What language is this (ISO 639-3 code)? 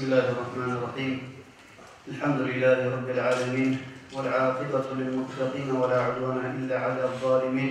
ava